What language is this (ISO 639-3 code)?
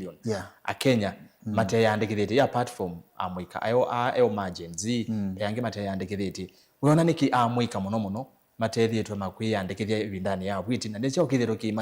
kam